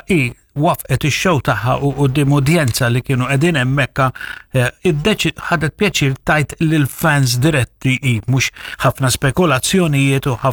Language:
Maltese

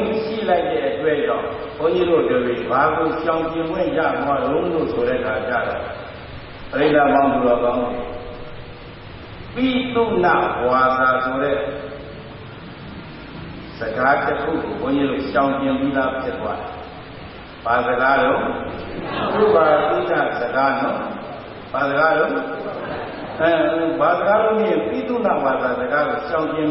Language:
Burmese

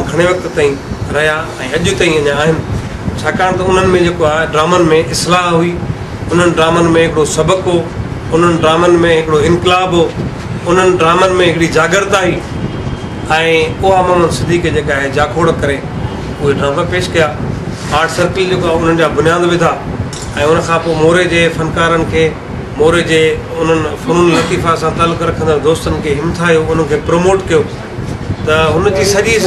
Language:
Sindhi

